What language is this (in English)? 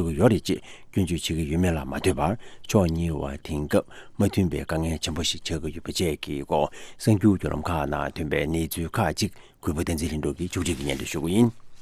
Tibetan